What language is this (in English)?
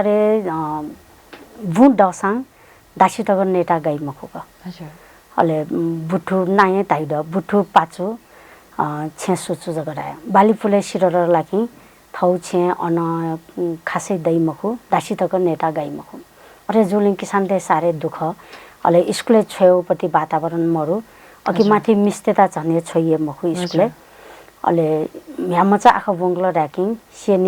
Newari